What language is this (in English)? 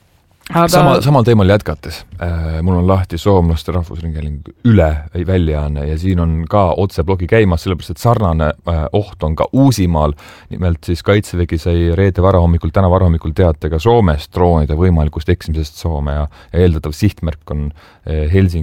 Estonian